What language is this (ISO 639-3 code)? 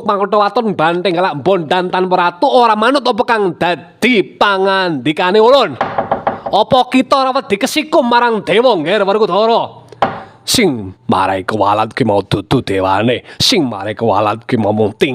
jav